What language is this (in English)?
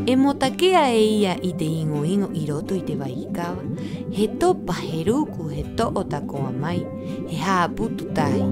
Rapanui